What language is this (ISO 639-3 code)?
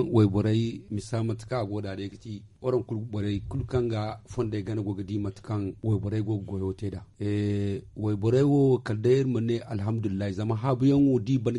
dje